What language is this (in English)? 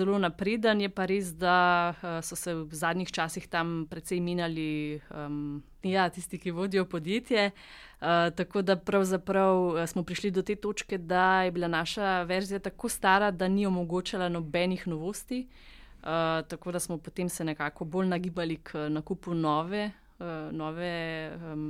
Slovenian